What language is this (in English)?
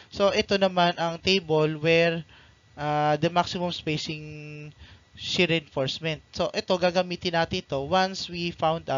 Filipino